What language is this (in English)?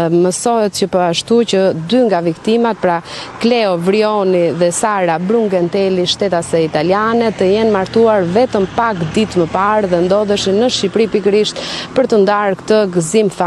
Albanian